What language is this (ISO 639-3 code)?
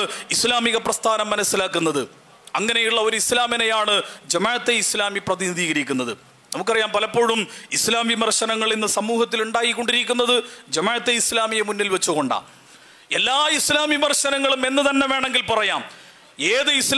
mal